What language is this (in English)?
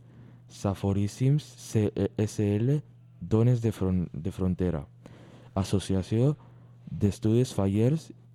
Catalan